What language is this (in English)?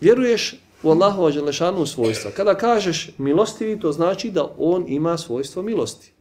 Bosnian